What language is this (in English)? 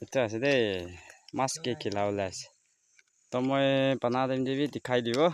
Naga Pidgin